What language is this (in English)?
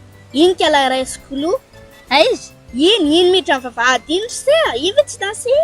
Malagasy